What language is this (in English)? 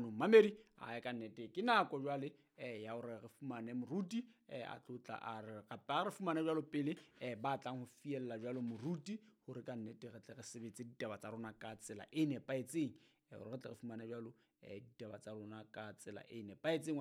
Southern Sotho